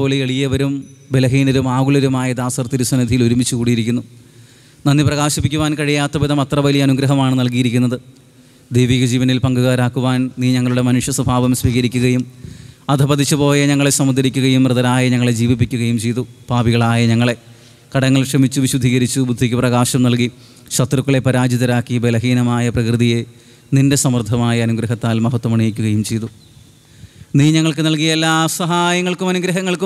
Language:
Malayalam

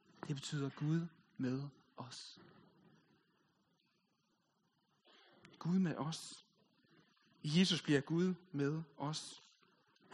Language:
Danish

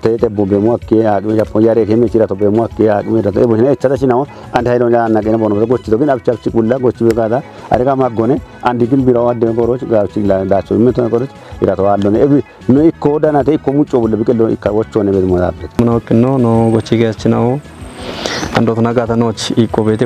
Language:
Kafa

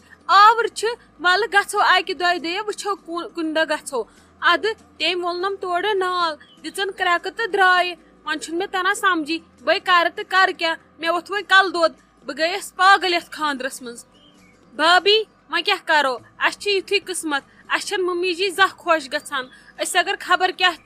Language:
Kashmiri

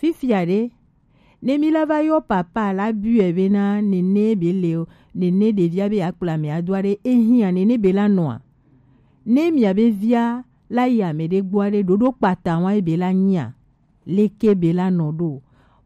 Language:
Gen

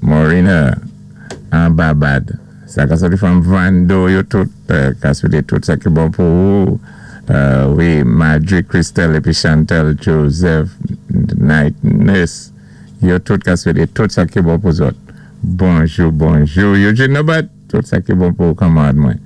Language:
Saint Lucian Creole French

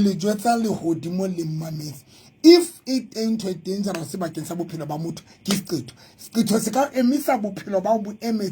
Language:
Southern Sotho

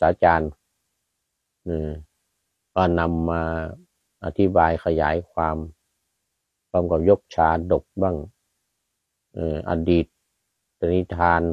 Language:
Thai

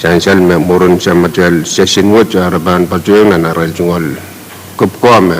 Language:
Pohnpeian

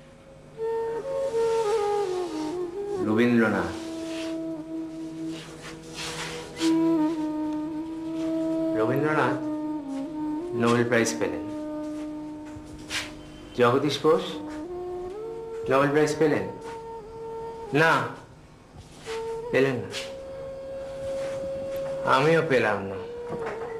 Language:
Bangla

